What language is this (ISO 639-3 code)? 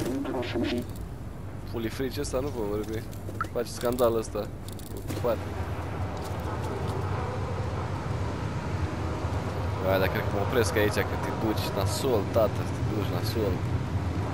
ron